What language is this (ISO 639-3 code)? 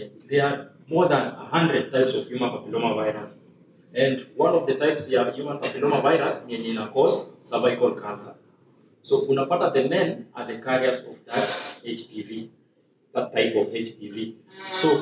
swa